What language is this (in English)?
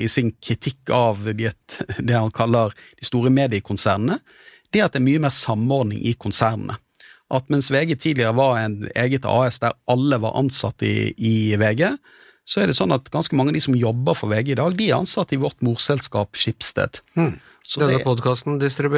Norwegian